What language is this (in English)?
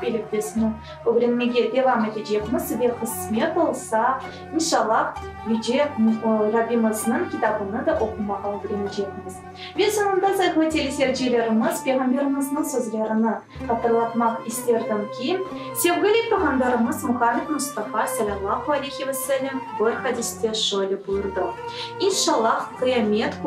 Crimean Tatar